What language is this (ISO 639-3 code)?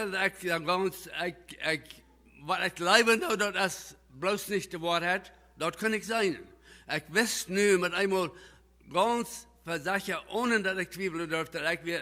pdt